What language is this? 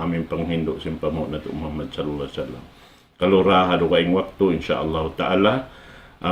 Tausug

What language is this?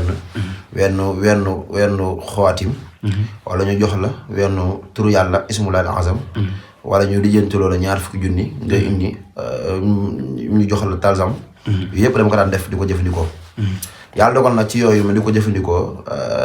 Wolof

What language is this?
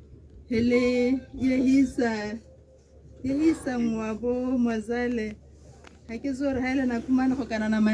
Tswana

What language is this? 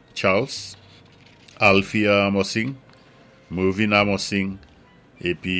Saint Lucian Creole French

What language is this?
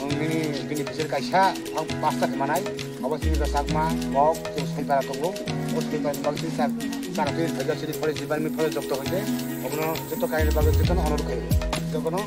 Kok Borok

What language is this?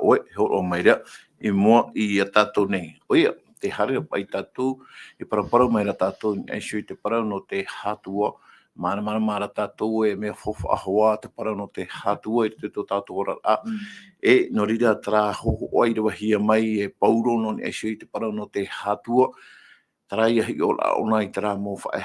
Tahitian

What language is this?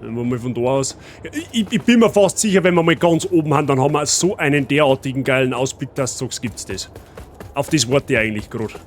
Bavarian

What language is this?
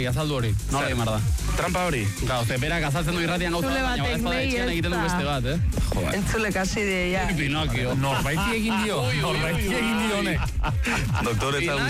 Basque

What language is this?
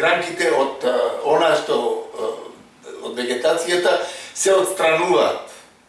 Macedonian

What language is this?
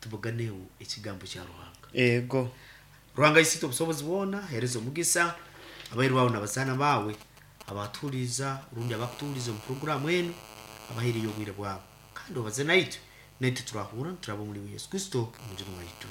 Nyankole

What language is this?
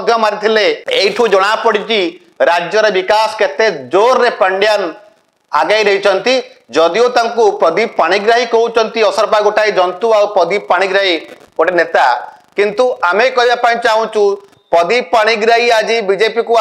Odia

